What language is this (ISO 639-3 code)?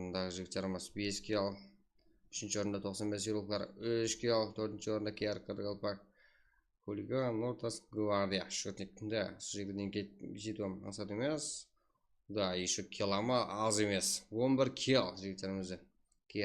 kaa